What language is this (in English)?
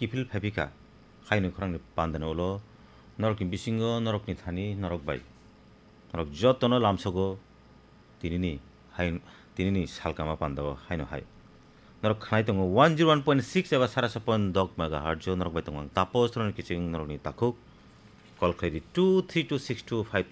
Kok Borok